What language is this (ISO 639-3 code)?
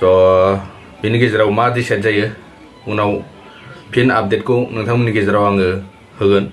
brx